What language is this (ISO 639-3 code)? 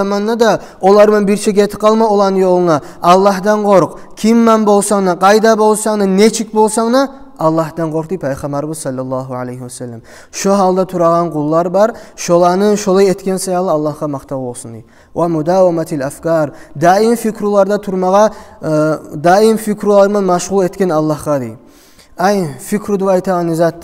kum